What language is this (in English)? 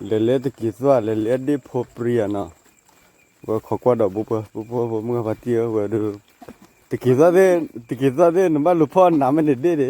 S'gaw Karen